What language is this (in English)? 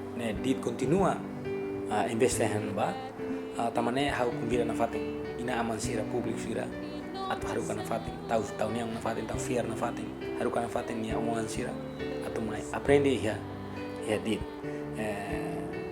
Tetum